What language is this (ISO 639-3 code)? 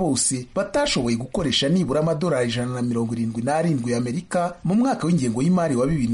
kin